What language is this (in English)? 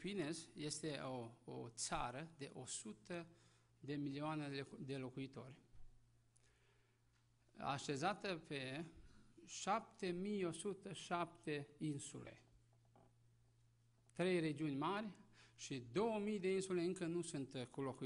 Romanian